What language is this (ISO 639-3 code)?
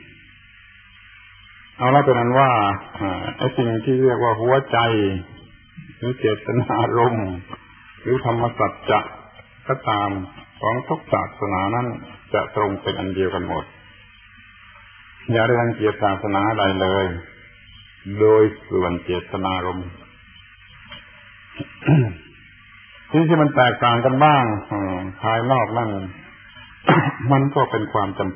tha